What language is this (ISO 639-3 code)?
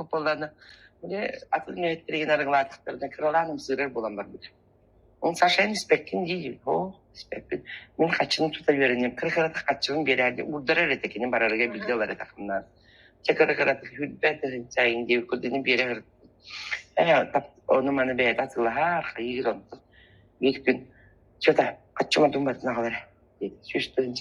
sah